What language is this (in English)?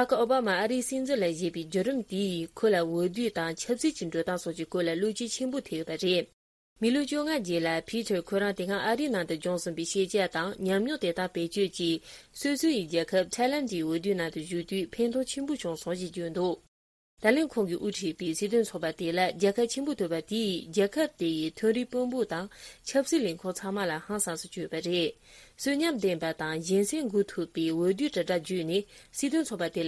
Tibetan